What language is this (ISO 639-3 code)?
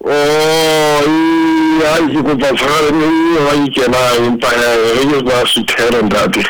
sot